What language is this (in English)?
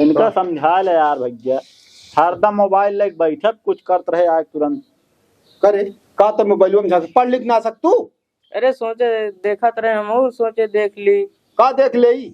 Awadhi